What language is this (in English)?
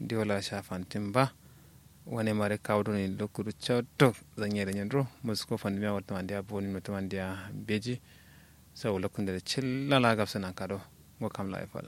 Kanuri